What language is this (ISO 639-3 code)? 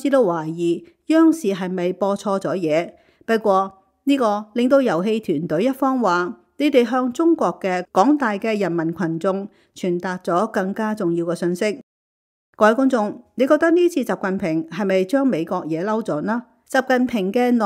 yue